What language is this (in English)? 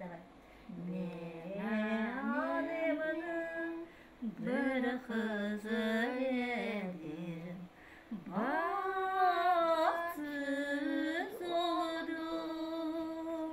Crimean Tatar